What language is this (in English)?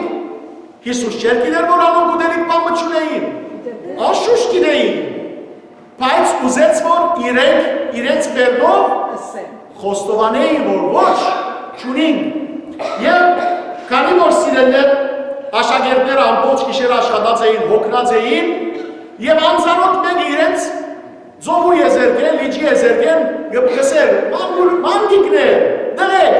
Western Armenian